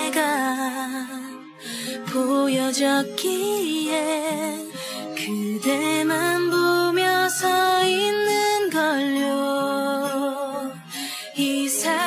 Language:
Korean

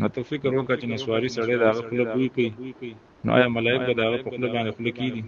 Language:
Pashto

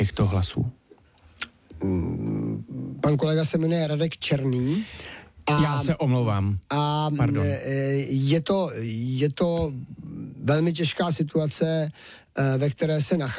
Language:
Czech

